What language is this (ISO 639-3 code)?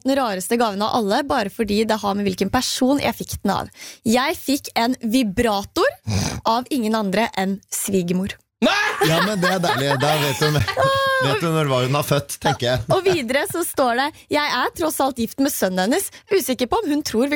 nor